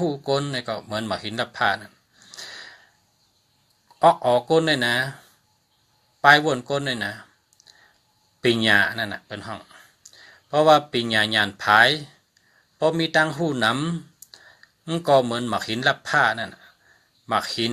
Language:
Shan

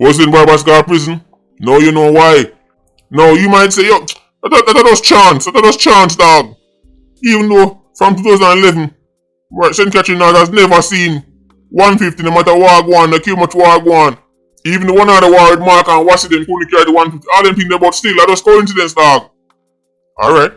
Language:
Jamaican Creole English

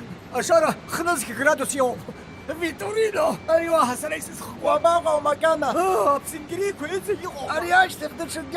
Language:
Abkhazian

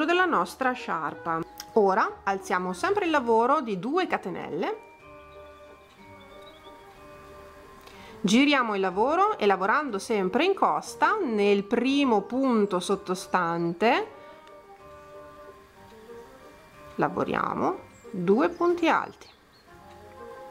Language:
Italian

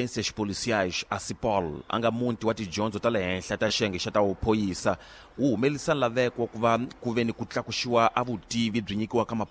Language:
Tsonga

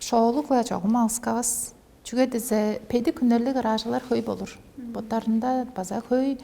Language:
Tuvinian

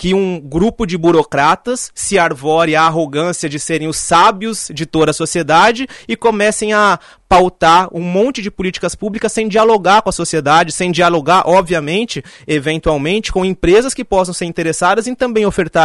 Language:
Portuguese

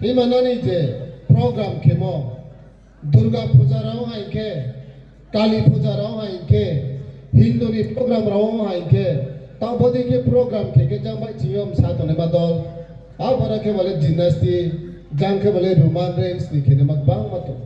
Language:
Riang (India)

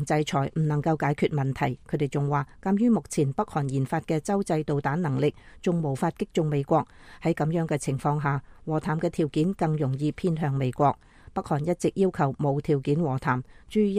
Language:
Cantonese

